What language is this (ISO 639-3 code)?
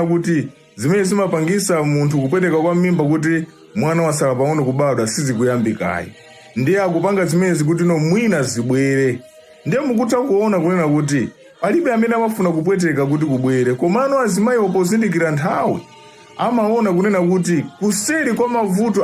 nya